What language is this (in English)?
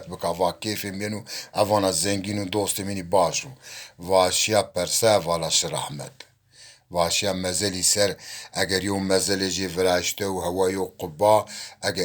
Zaza